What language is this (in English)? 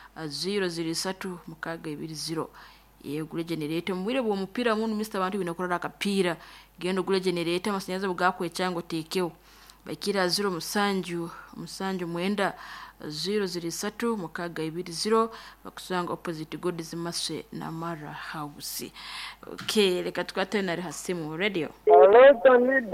Nyoro